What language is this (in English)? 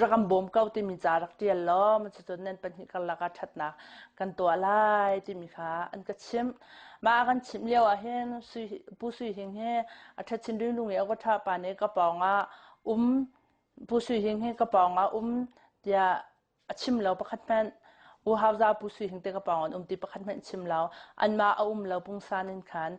Hakha Chin